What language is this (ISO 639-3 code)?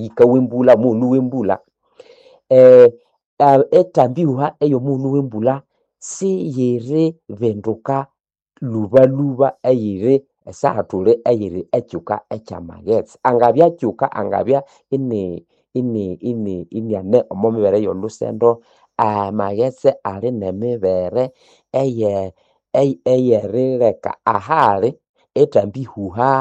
nnb